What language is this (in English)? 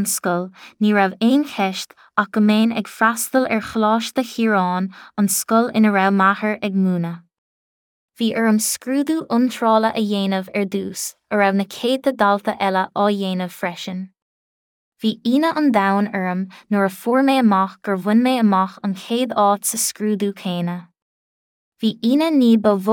Irish